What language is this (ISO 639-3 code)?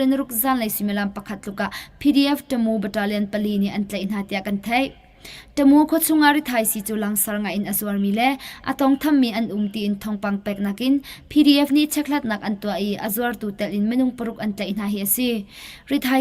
cnh